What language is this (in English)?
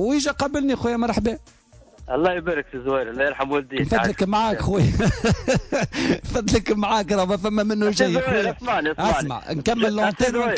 Tunisian Arabic